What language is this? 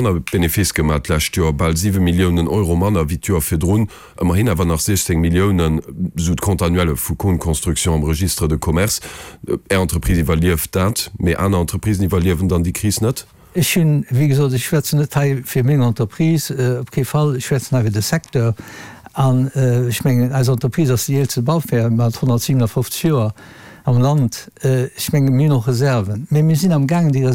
Luxembourgish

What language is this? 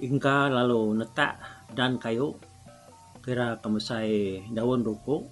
Iban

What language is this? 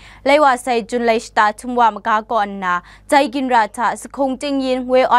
Kachin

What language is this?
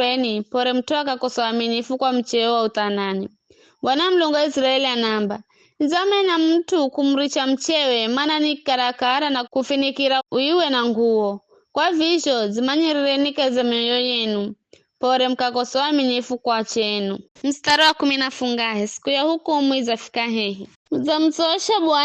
Giryama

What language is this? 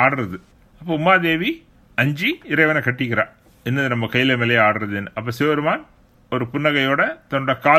Tamil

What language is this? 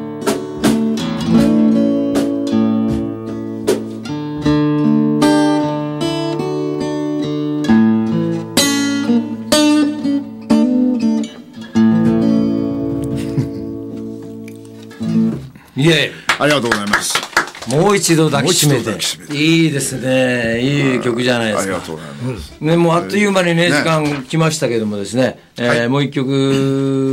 Japanese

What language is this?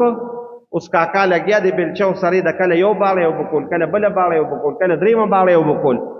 Pashto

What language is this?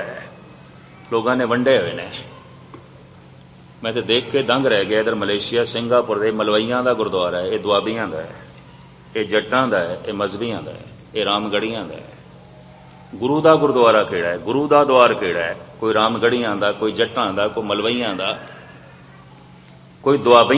Punjabi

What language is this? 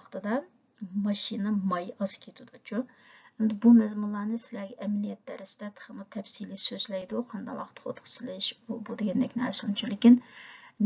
Uyghur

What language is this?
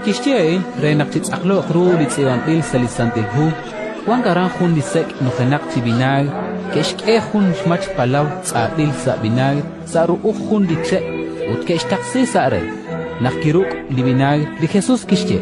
Kekchí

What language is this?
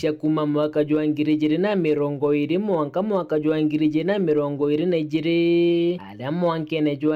Meru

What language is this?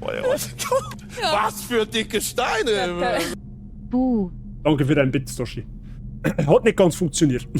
Bavarian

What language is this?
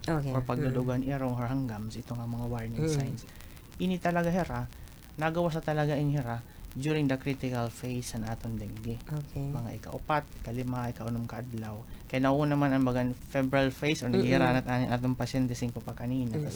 Waray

